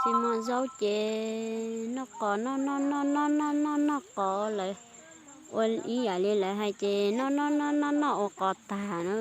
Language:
Hmong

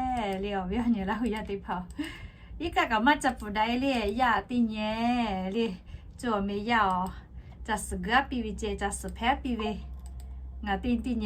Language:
Lahu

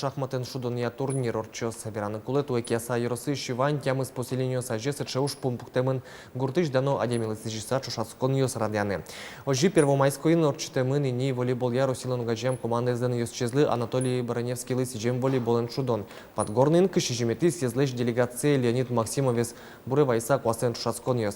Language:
Udmurt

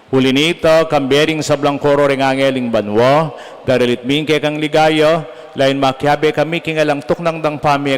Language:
Pampanga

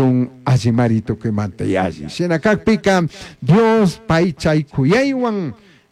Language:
Chimborazo Highland Quichua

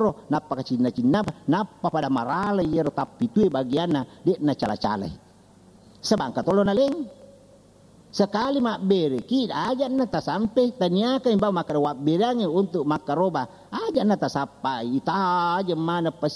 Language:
Buginese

